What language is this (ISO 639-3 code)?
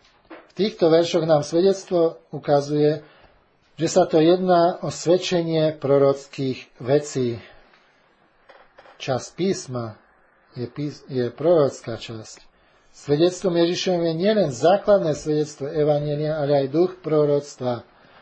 slk